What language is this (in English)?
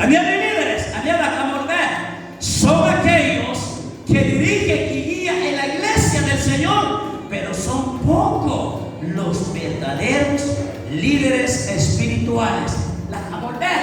Kekchí